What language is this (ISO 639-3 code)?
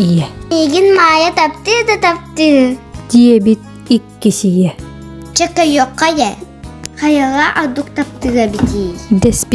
sah